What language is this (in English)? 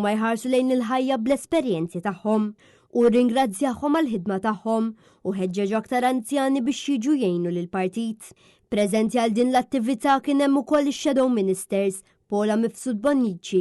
Maltese